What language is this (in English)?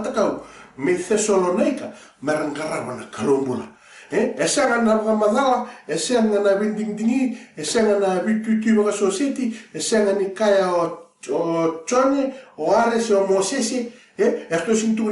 Fijian